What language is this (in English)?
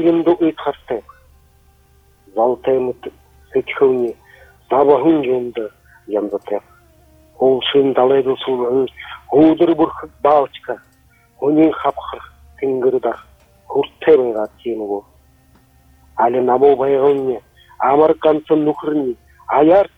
Buriat